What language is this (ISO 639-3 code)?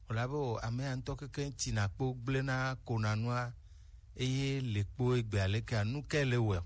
gej